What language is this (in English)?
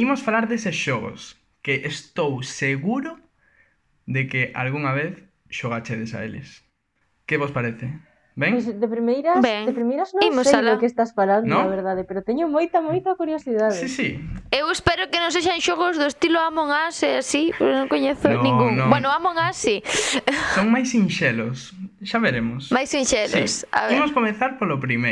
Galician